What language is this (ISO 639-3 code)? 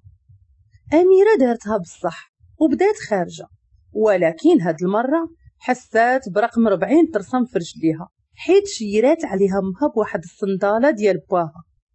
ary